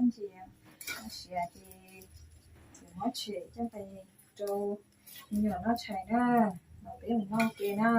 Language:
Hmong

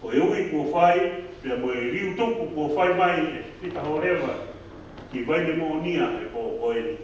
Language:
Tongan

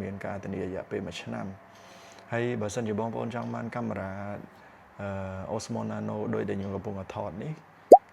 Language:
Khmer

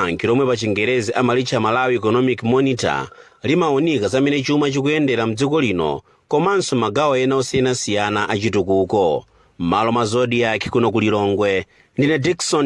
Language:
Nyanja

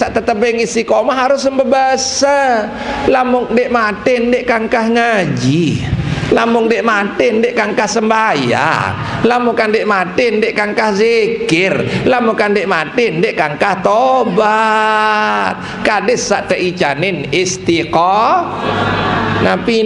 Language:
Sasak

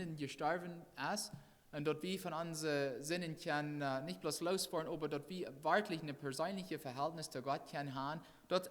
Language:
Plautdietsch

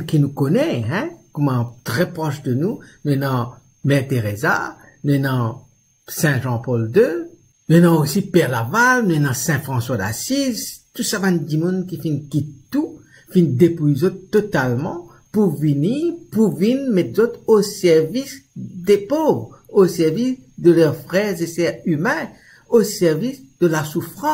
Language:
Morisyen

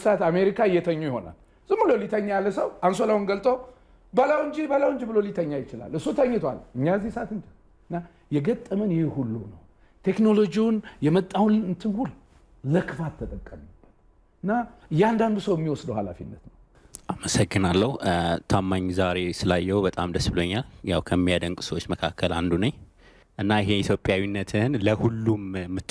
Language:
Amharic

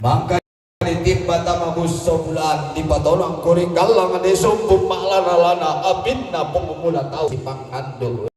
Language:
Toraja-Sa'dan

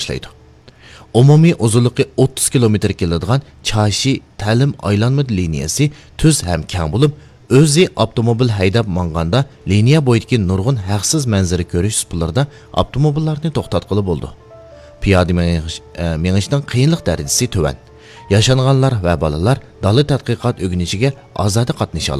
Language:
Uyghur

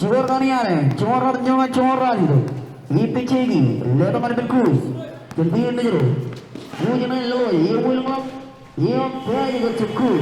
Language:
Marshallese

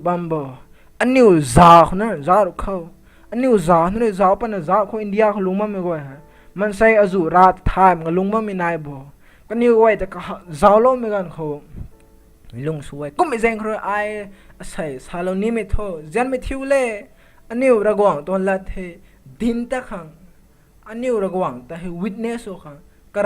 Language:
Rongmei Naga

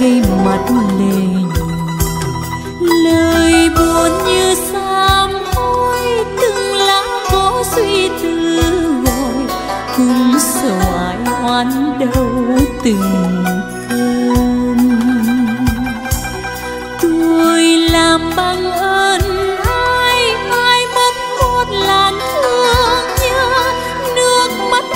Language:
Vietnamese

